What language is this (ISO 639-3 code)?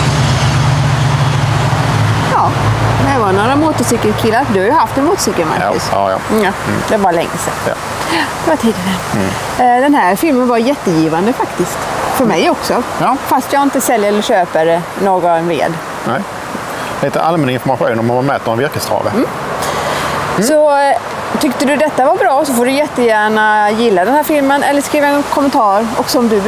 swe